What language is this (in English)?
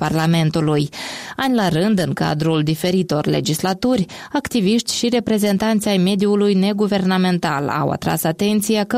Romanian